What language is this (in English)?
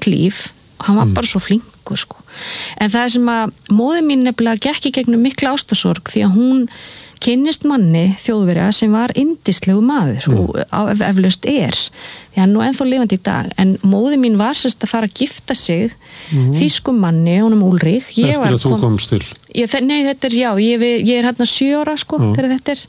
Icelandic